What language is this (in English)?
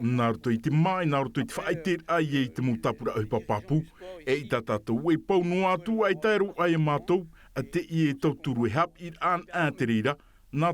Tahitian